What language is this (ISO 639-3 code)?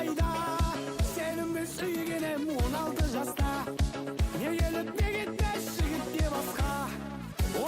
kaa